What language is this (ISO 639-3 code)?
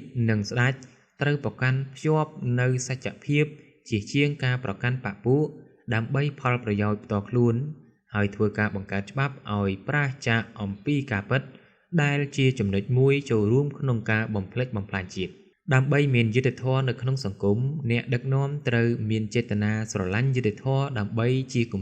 khm